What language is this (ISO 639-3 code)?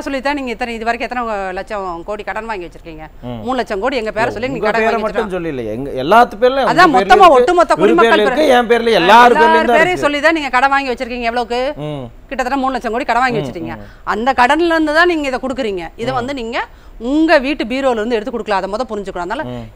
tam